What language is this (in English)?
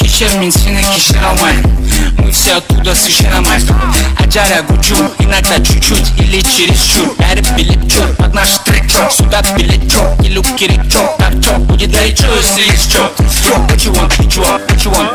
Kara-Kalpak